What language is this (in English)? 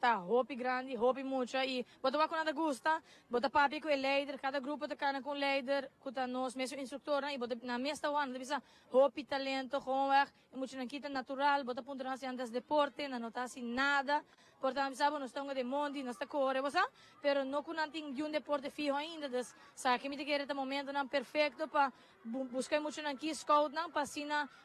Papiamento